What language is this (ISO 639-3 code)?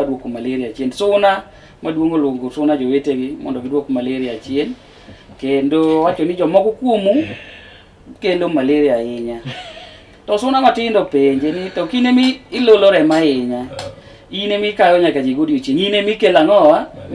luo